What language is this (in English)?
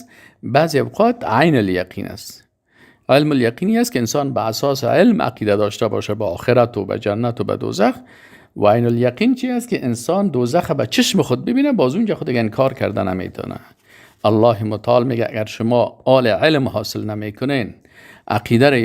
Tajik